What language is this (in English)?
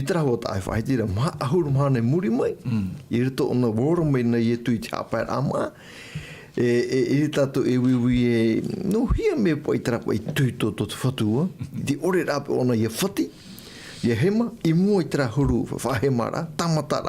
Tahitian